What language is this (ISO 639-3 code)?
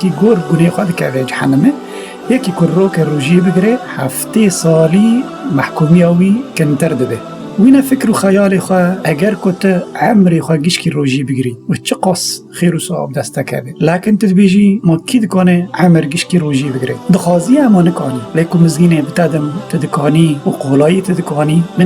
kur